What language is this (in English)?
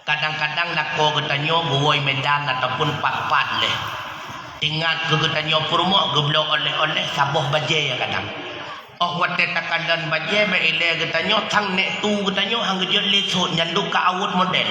Achinese